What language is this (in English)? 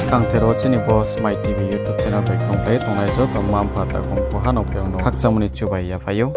Riang (India)